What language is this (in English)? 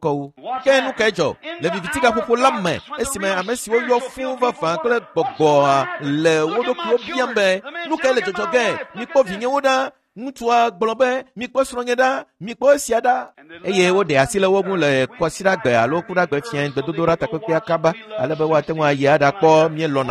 Ewe